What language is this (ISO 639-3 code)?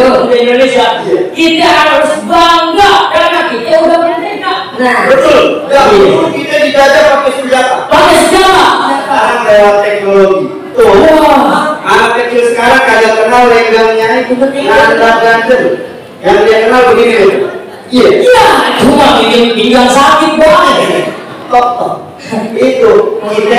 bew